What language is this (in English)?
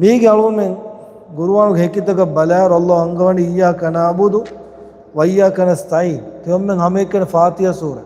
Divehi